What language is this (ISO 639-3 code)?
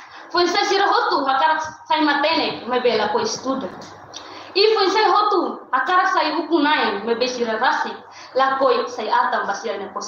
tet